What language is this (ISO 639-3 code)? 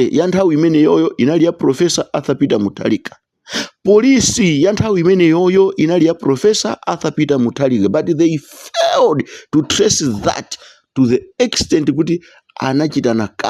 nya